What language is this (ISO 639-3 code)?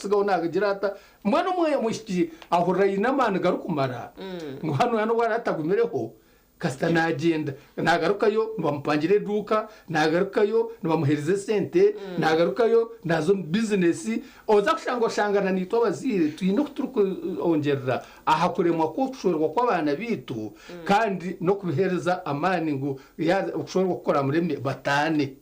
nyn